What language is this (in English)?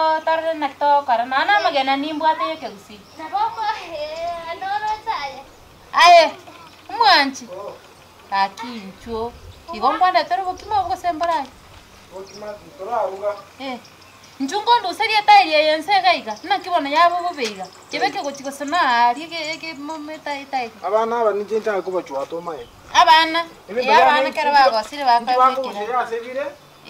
Gusii